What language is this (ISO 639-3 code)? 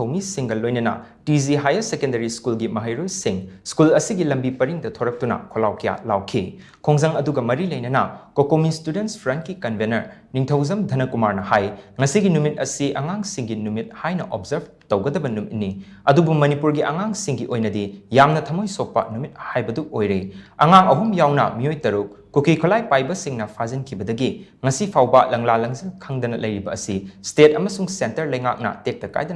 mni